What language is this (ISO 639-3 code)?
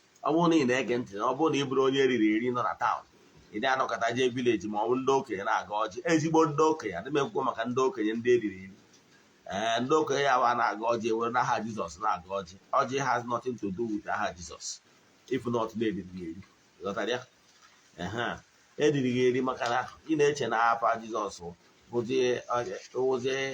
ibo